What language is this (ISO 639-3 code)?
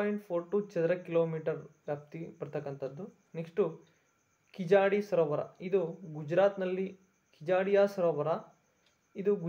kan